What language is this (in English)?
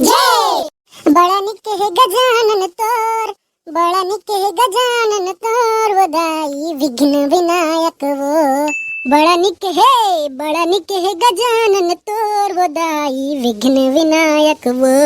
Chhattisgarhi